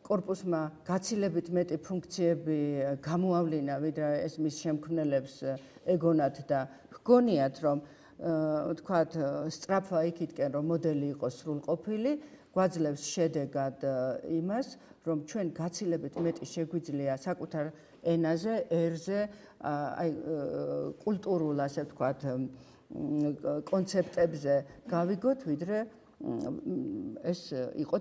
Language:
Georgian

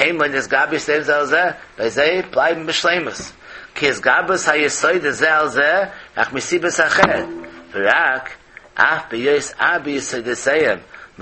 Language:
Yiddish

